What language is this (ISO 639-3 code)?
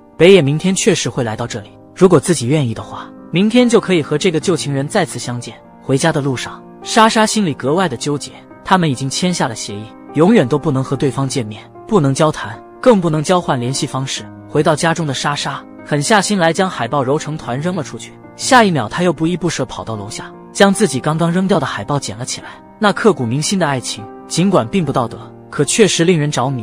zho